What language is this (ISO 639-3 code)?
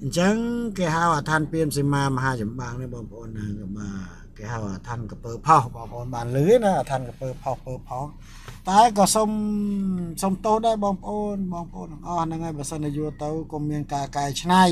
khm